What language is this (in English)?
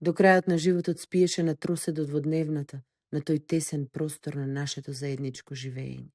Macedonian